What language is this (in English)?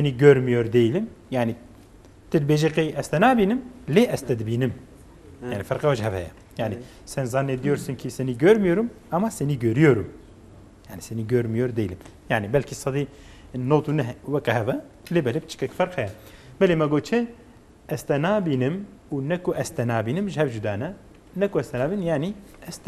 Kurdish